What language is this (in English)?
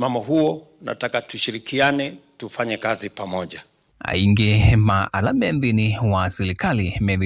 Kamba